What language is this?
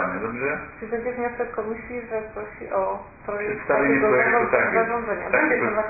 Polish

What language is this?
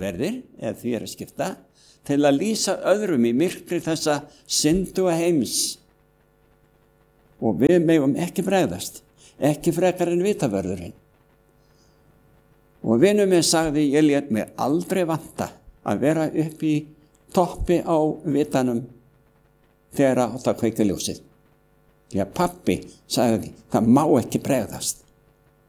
Icelandic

